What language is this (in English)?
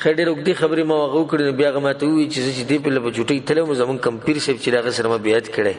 Pashto